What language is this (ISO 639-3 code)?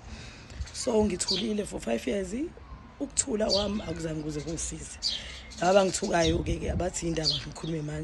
zul